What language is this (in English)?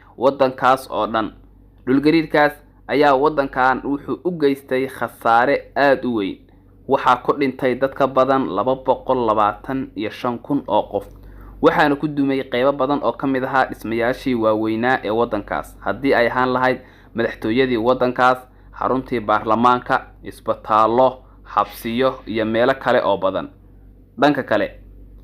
Somali